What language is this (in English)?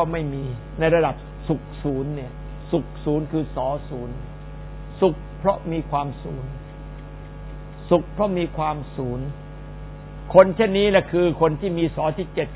Thai